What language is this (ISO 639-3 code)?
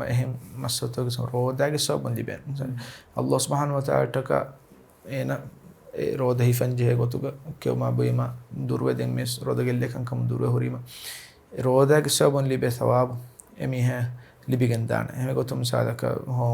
div